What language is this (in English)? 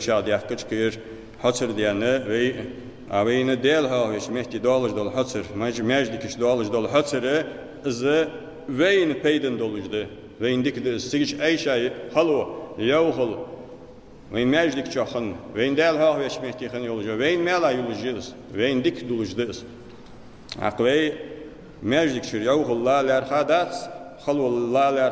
Ingush